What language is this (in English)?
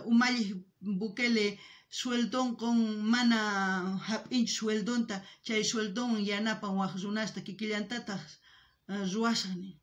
South Bolivian Quechua